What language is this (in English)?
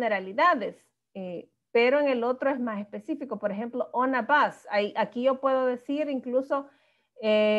Spanish